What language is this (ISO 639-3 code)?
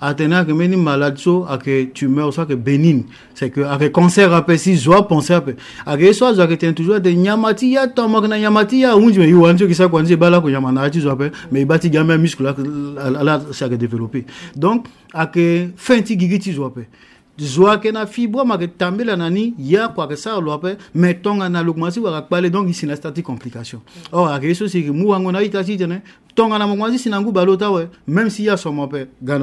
sag